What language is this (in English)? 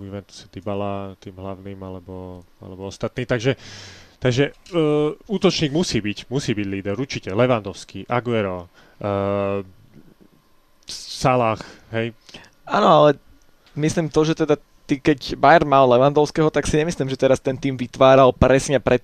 Slovak